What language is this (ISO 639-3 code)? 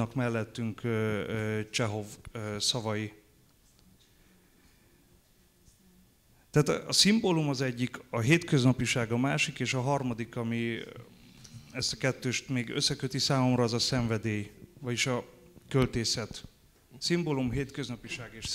hun